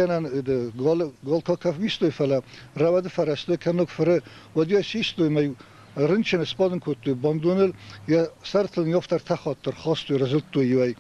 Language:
Ossetic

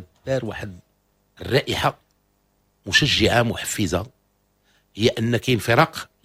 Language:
Moroccan Arabic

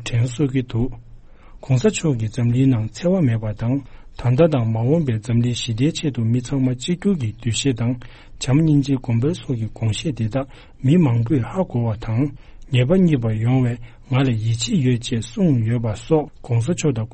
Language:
Tibetan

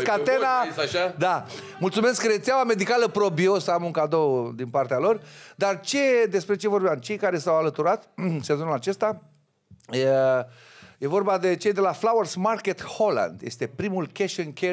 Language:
Romanian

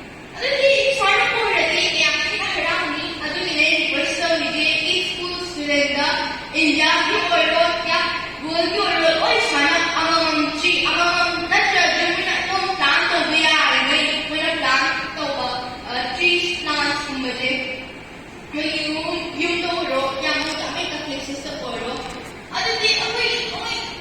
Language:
Manipuri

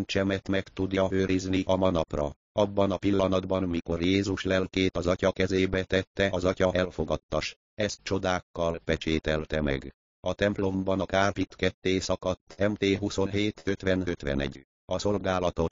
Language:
Hungarian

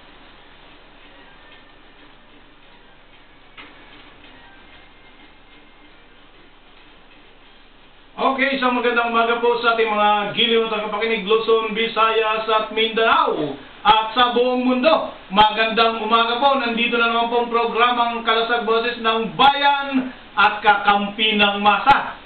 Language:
Filipino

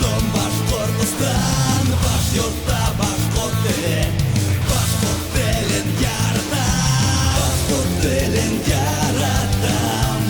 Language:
Bashkir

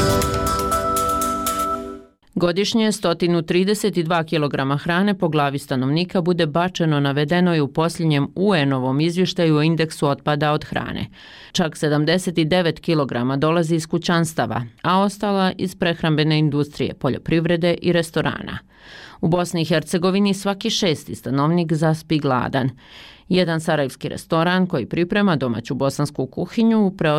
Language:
Bosnian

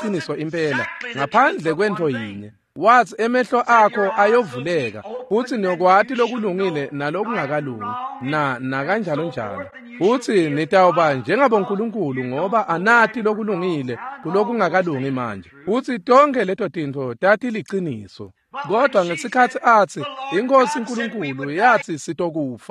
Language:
Swati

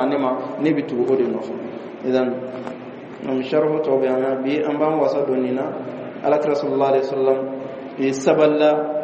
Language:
Bambara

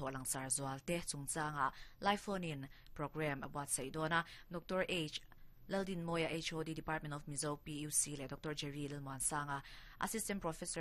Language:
Mizo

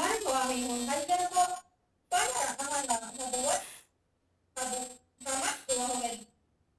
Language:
Divehi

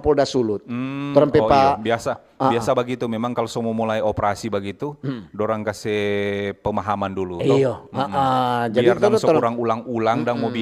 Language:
Manado Malay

